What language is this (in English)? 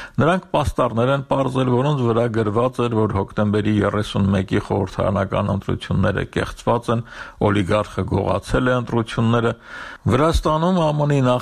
Armenian